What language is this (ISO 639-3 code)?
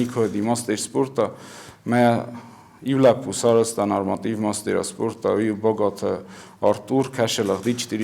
oss